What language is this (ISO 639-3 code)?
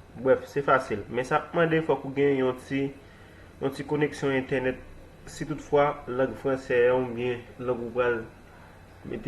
hat